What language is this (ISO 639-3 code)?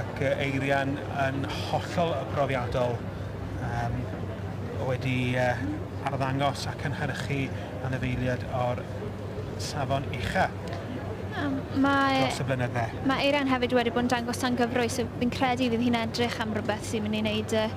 cym